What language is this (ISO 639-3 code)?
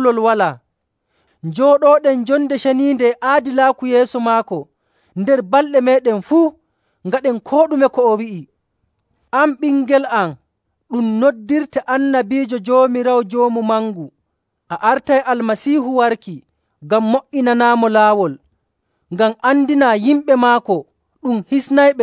fuv